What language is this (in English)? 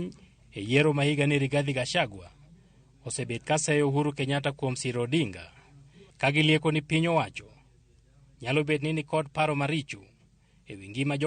Luo (Kenya and Tanzania)